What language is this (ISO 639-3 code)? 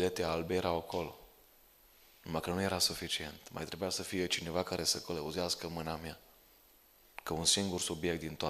ron